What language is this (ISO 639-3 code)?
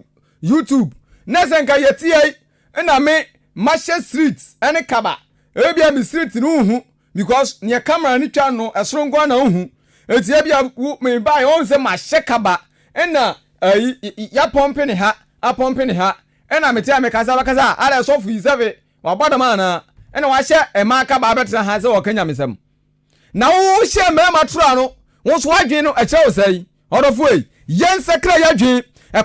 aka